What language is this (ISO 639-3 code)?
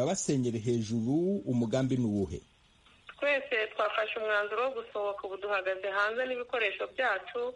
kin